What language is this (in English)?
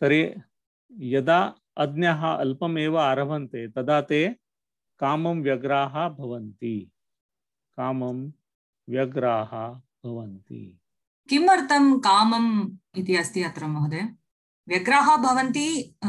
Sanskrit